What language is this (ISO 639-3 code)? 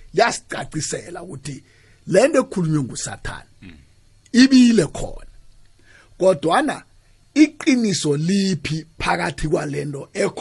nbl